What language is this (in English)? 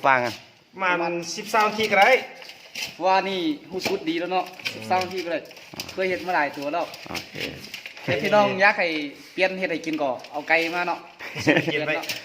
Lao